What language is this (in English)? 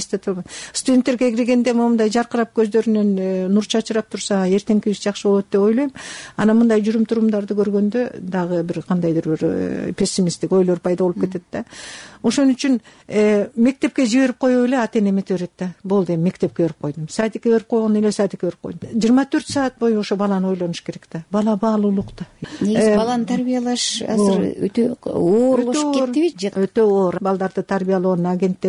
Kyrgyz